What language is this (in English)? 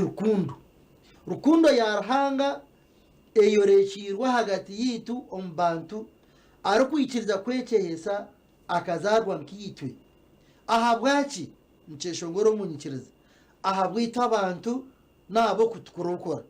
Nyankole